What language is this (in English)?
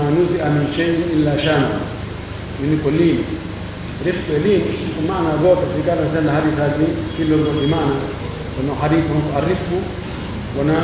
Pular